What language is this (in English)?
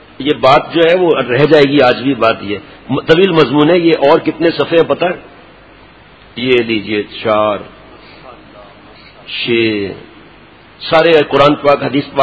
Urdu